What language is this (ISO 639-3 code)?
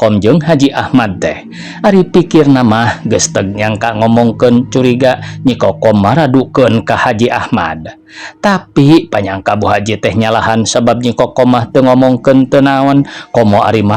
sun